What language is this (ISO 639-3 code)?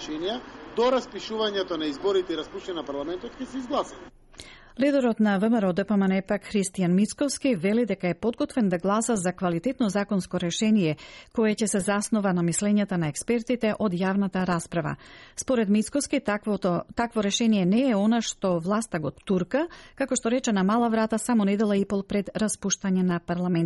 mkd